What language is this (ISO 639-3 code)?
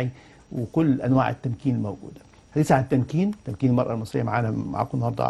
arz